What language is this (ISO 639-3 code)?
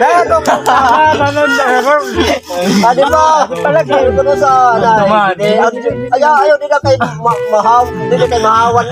war